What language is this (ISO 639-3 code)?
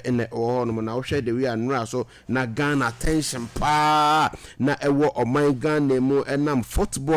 aka